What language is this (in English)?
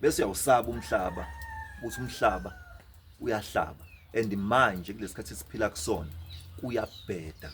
Zulu